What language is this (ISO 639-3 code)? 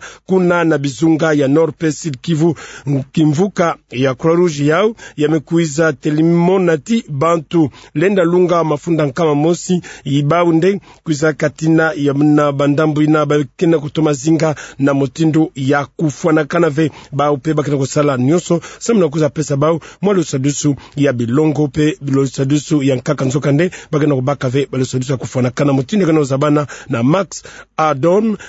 ktu